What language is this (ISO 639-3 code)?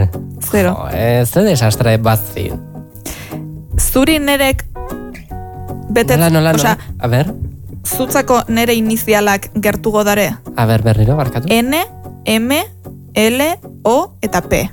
eus